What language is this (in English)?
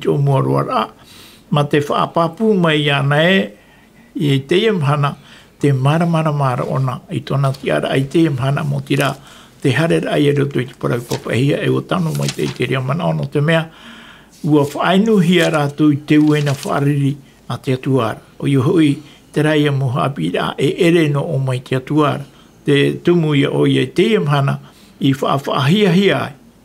Tahitian